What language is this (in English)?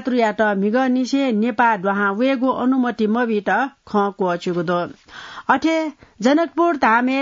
Newari